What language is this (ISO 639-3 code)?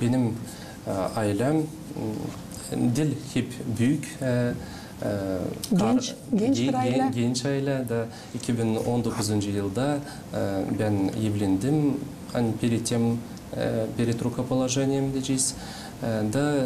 gag